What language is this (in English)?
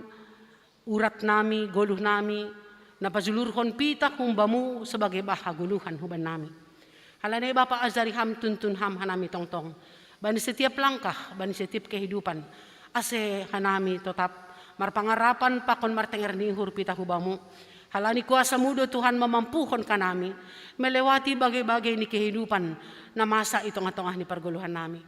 Batak Simalungun